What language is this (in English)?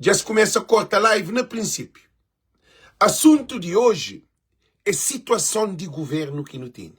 Kabuverdianu